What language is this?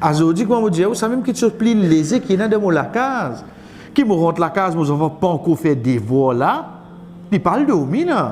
Morisyen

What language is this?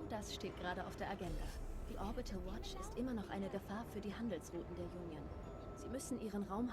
Swiss German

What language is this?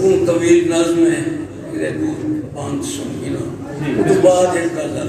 Saraiki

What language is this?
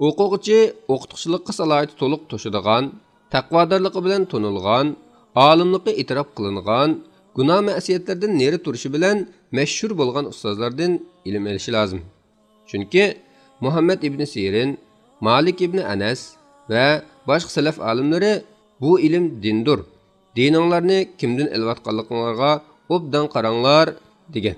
Uyghur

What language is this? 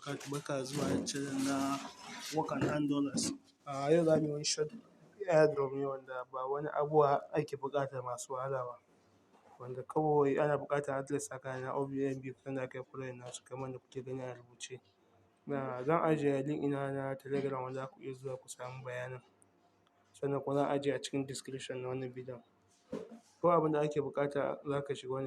Hausa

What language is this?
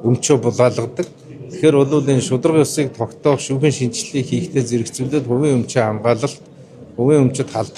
Mongolian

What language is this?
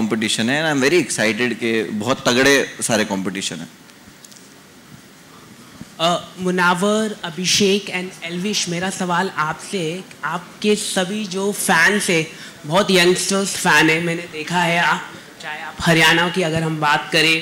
Hindi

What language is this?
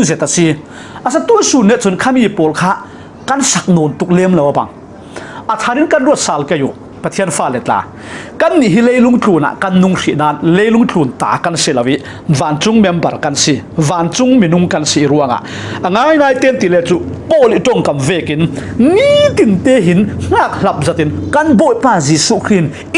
Falam Chin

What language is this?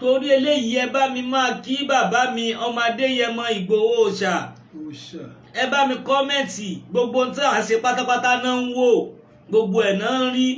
Yoruba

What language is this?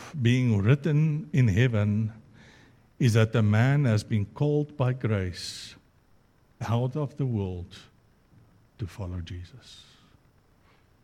Afrikaans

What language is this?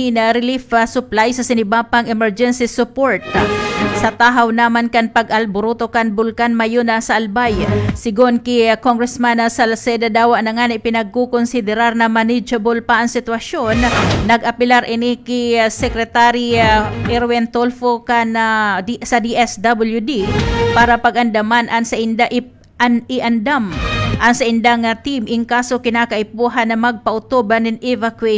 Bikol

